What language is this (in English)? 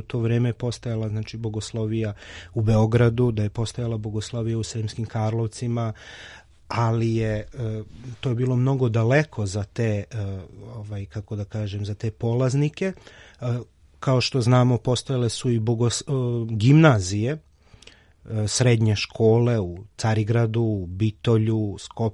Serbian